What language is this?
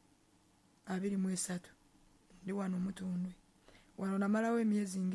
Ganda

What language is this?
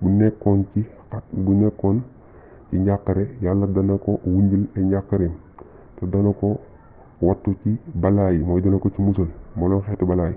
Wolof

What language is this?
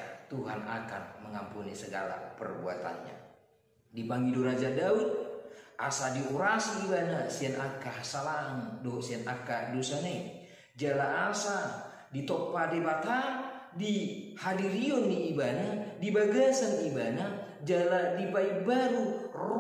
Batak Toba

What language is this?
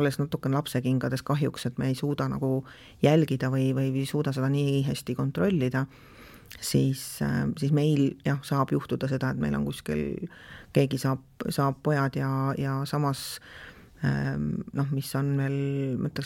Estonian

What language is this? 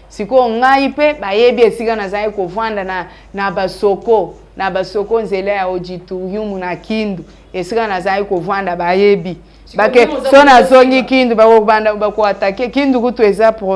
Lingala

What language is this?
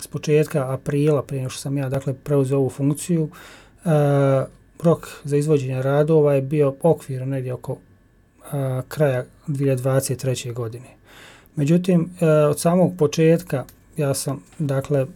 Bosnian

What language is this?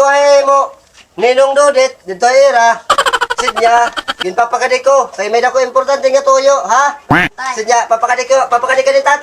Waray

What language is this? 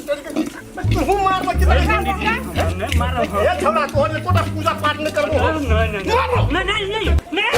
Maithili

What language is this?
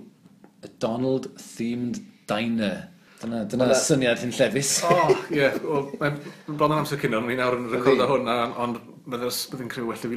Welsh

